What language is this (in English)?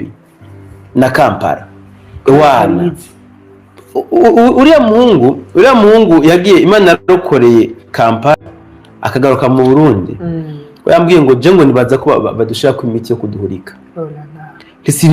Rundi